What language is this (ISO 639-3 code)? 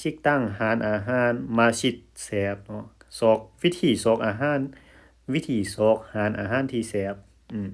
lao